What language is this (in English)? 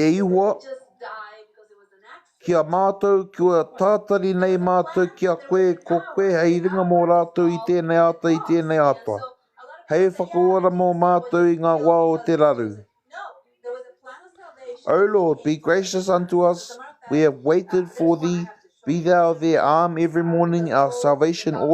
Māori